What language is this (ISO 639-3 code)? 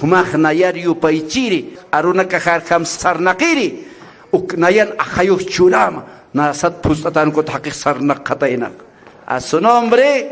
aym